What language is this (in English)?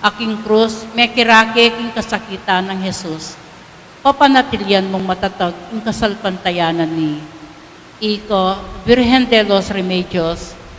Pampanga